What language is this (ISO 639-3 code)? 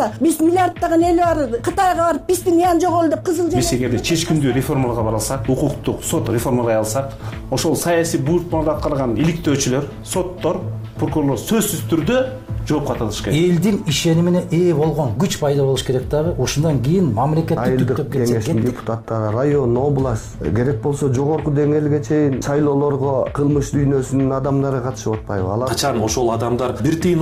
kir